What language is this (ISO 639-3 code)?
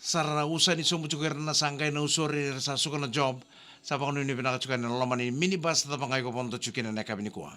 fij